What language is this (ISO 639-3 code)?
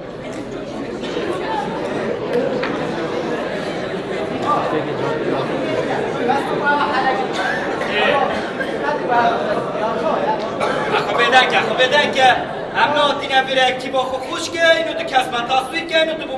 fas